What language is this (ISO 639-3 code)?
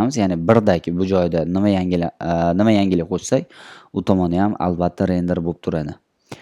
uzb